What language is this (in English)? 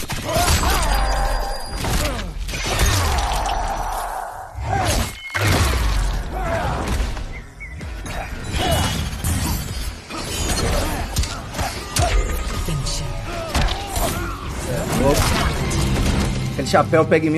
Portuguese